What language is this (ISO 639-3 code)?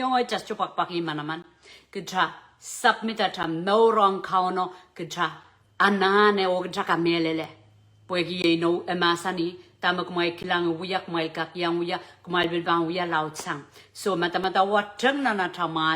pon